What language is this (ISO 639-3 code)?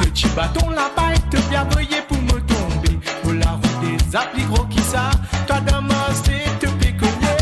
mfe